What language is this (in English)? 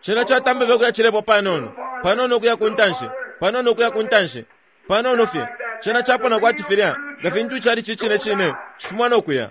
Bemba